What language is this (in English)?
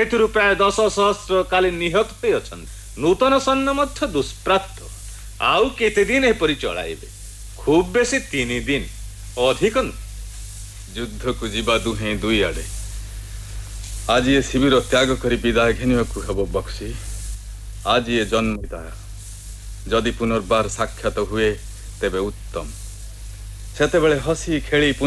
Odia